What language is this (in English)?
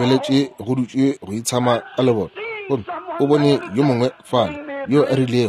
Northern Sotho